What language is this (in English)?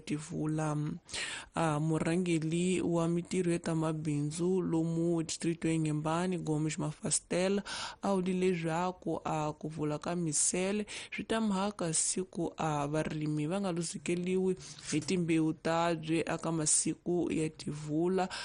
Tsonga